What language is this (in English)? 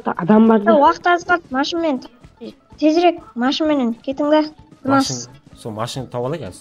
Kara-Kalpak